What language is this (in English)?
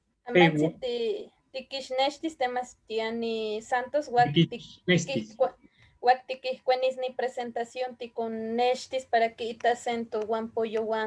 Eastern Huasteca Nahuatl